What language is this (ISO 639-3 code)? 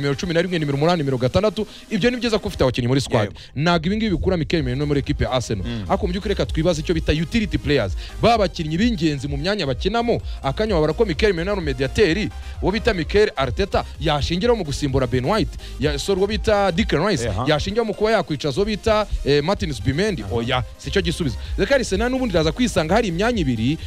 kin